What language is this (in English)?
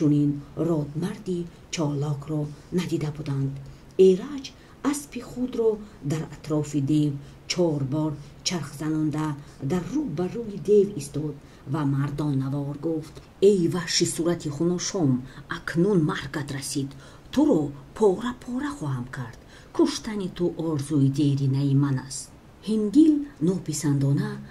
Tajik